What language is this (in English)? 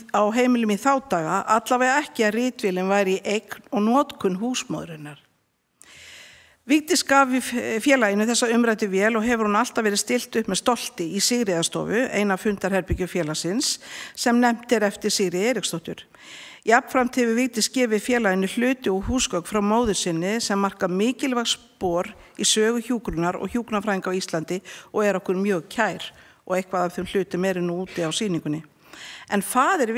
Icelandic